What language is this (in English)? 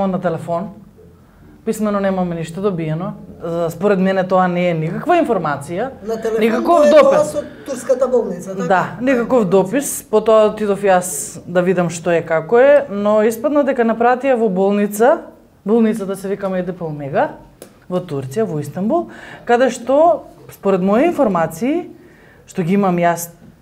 Macedonian